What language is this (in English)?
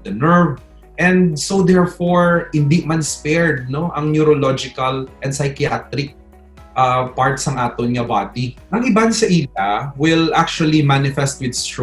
Hiligaynon